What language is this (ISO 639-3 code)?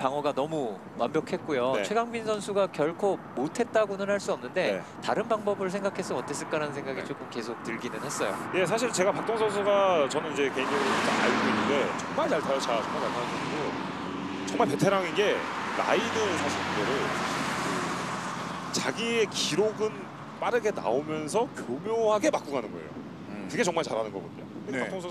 kor